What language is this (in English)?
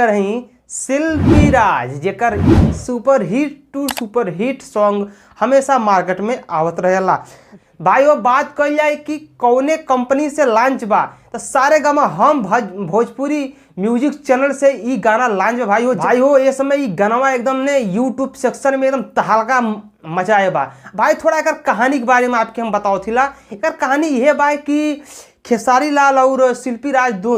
Bhojpuri